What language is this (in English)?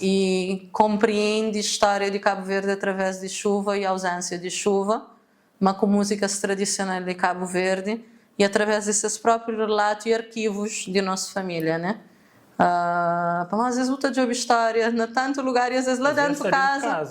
Kabuverdianu